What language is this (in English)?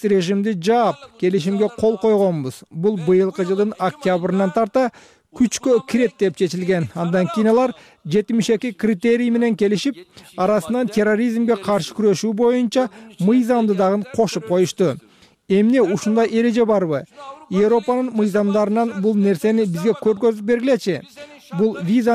Kyrgyz